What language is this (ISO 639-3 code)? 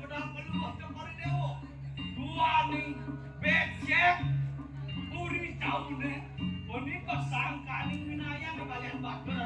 ban